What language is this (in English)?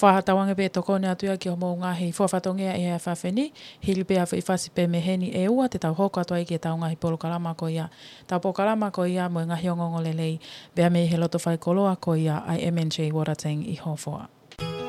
Tongan